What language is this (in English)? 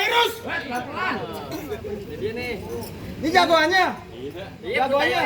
Betawi